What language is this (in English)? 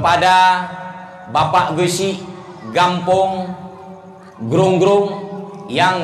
Achinese